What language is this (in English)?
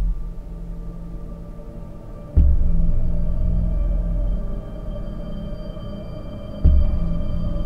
Turkish